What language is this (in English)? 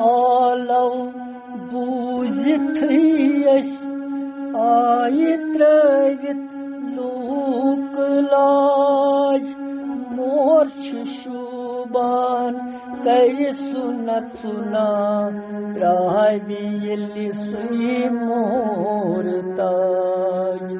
Kashmiri